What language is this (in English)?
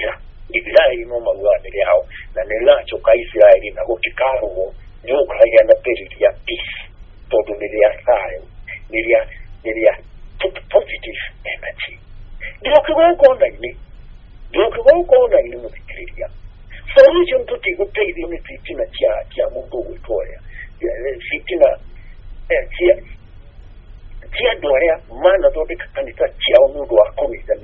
Kikuyu